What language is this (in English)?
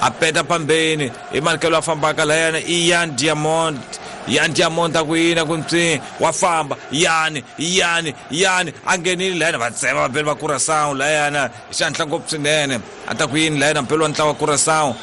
Tsonga